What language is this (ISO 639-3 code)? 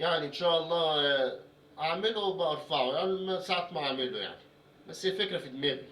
arz